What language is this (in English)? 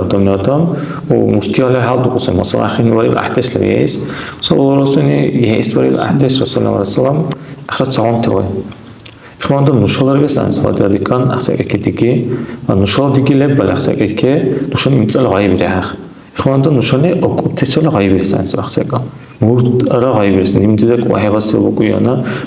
Dargwa